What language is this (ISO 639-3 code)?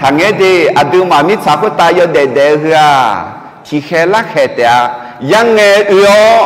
ahk